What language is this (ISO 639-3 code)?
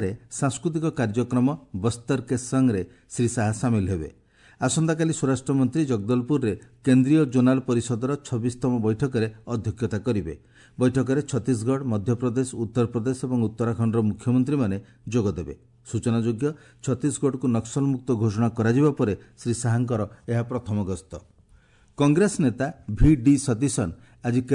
ori